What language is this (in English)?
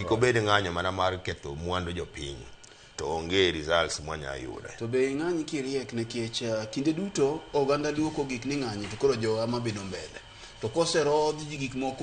Luo (Kenya and Tanzania)